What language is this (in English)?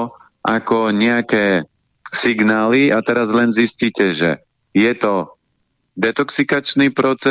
Slovak